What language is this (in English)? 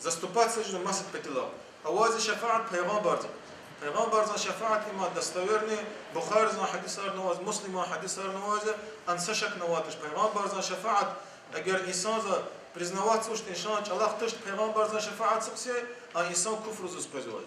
Lezghian